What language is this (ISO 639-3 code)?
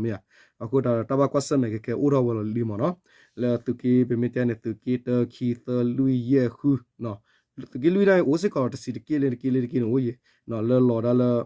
ksw